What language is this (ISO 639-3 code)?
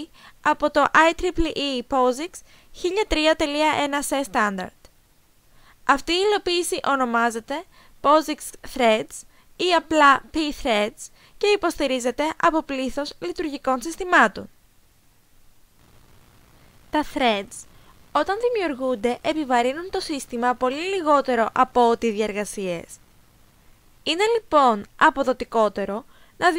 ell